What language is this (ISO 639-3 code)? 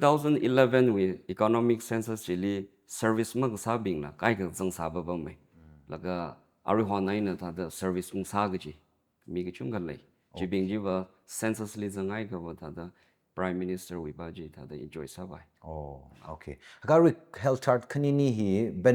nmf